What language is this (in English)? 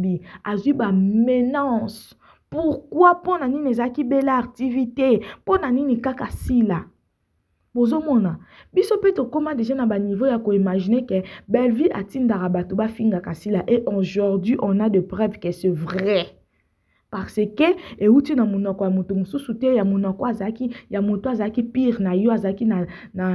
Lingala